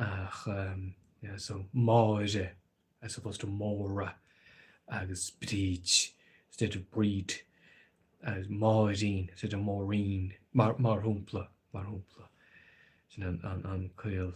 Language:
Irish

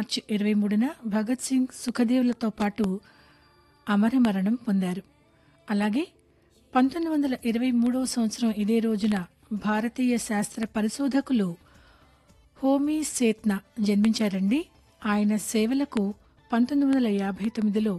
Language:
Telugu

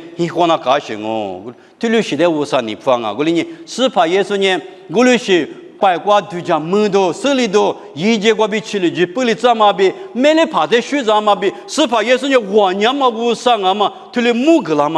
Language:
Lisu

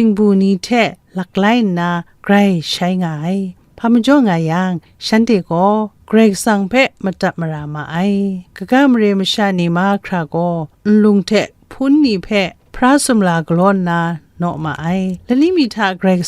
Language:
Kachin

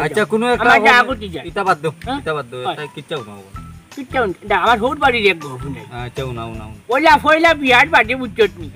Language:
Sylheti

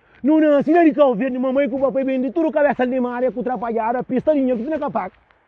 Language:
Kabuverdianu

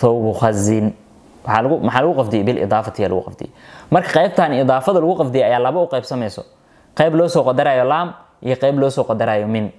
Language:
Somali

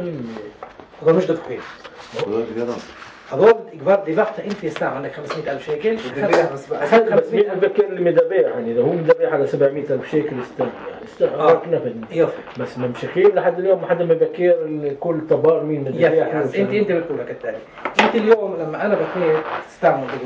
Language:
North Levantine Arabic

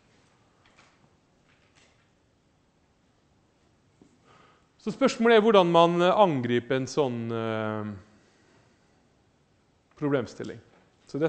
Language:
Norwegian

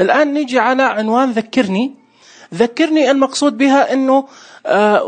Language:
Najdi Arabic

